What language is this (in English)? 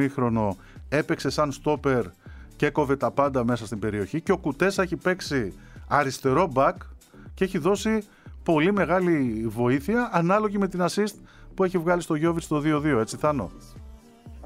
Greek